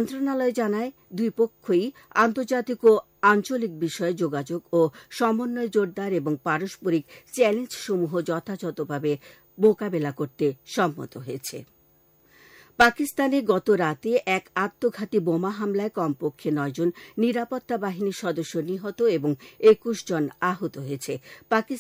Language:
Bangla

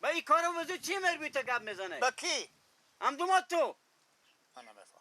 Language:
Persian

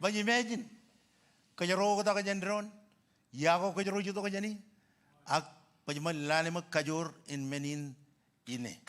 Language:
Marshallese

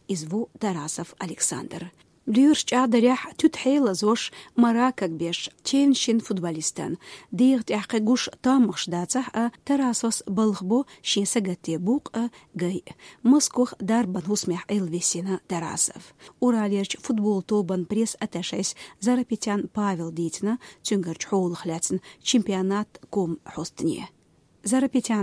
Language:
Chechen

